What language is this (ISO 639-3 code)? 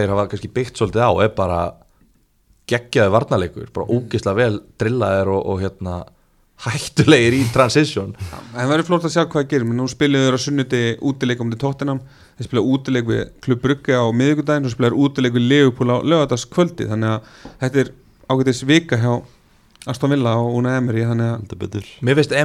isl